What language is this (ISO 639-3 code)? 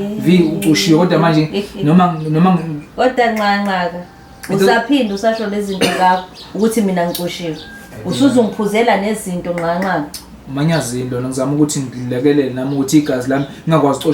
zul